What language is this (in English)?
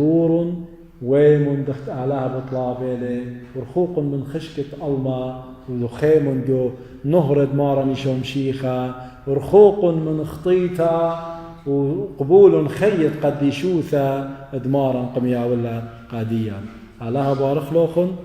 Assyrian Neo-Aramaic